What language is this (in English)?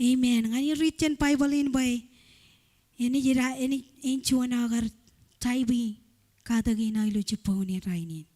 Marshallese